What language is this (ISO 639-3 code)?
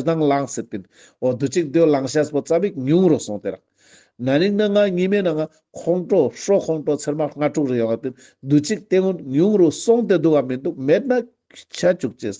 lbj